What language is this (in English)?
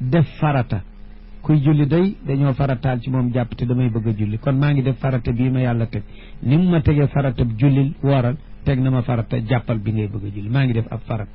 Wolof